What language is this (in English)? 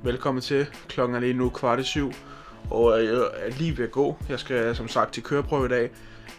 Danish